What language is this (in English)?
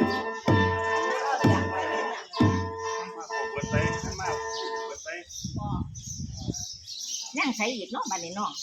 Lao